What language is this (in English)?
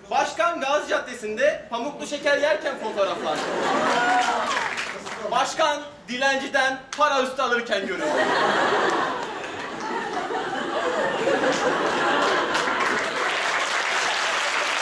Turkish